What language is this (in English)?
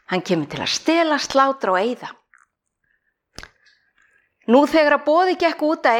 Icelandic